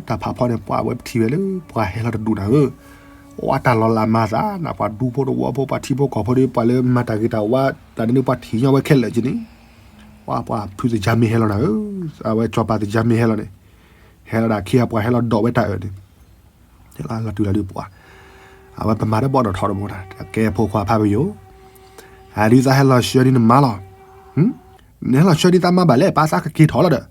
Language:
S'gaw Karen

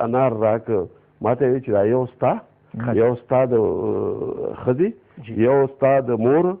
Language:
Pashto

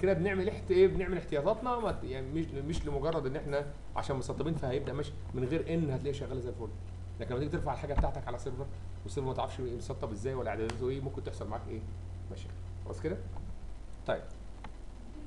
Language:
Egyptian Arabic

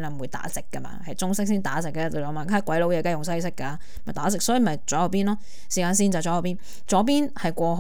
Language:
Cantonese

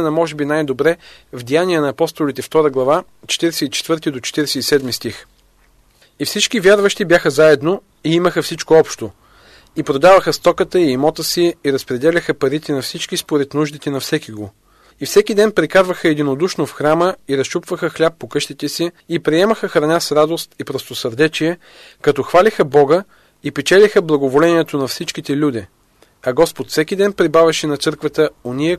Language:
Bulgarian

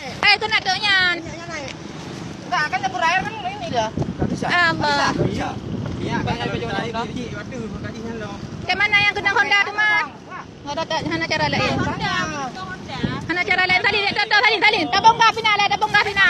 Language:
Achinese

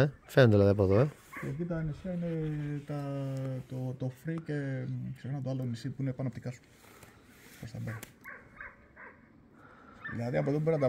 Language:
Greek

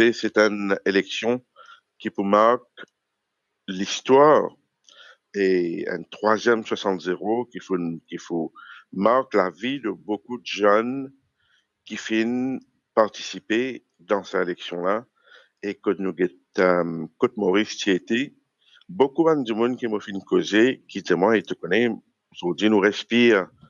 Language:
Morisyen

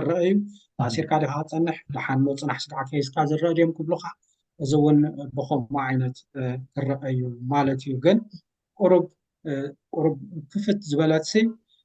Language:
Tigrinya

